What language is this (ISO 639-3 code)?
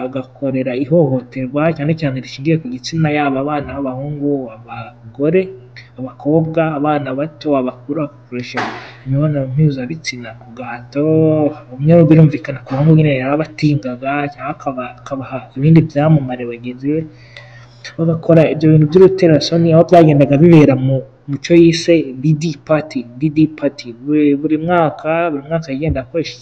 kin